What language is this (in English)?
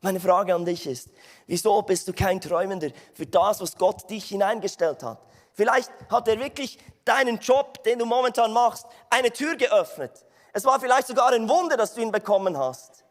Swiss German